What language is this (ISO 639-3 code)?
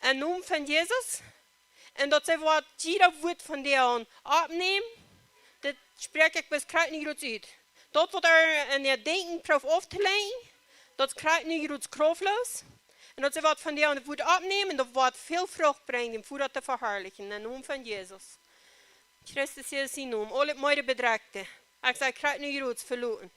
pdt